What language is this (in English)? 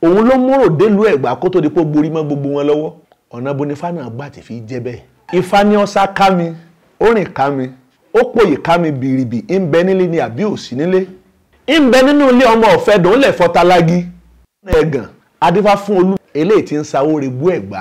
Yoruba